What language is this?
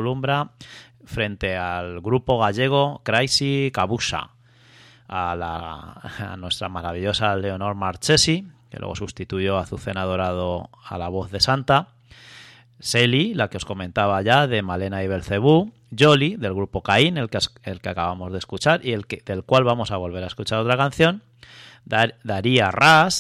Spanish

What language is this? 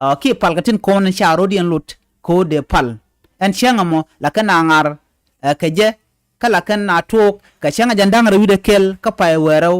Nuer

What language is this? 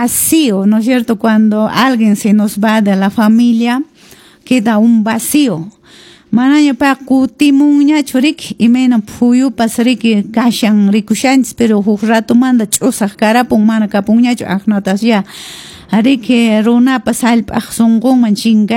Quechua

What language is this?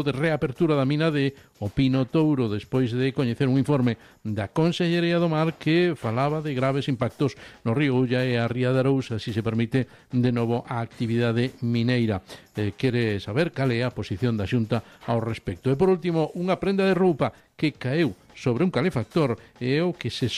Galician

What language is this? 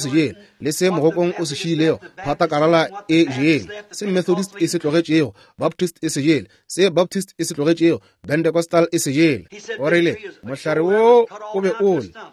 Northern Sotho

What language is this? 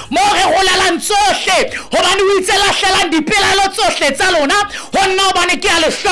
Southern Sotho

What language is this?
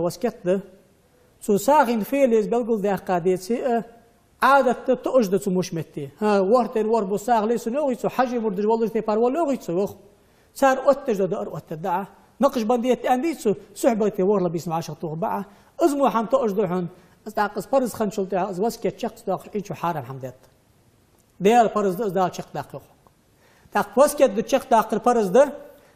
Ingush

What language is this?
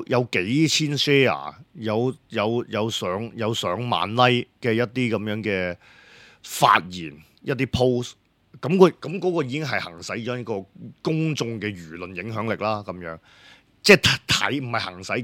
Cantonese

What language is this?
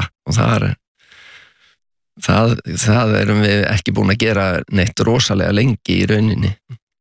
Icelandic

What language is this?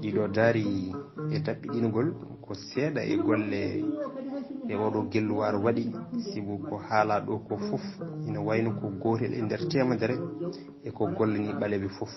Fula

